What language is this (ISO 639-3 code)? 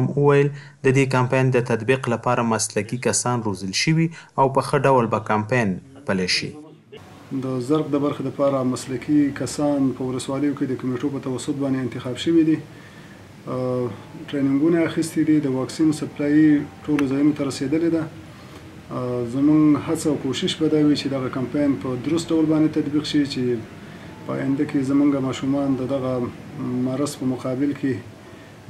pus